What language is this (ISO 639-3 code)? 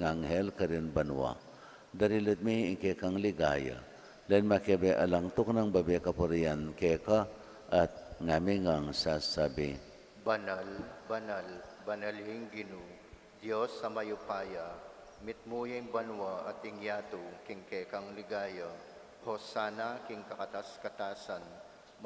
pam